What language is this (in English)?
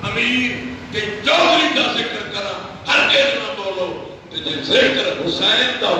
Saraiki